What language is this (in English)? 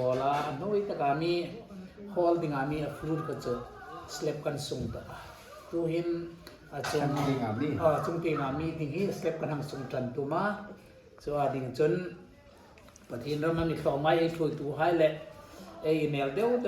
Hmar